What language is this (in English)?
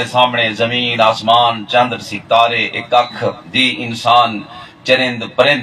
Saraiki